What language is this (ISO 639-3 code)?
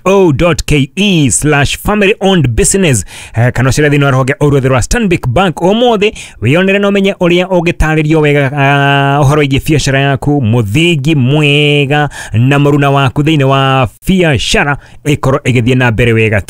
kik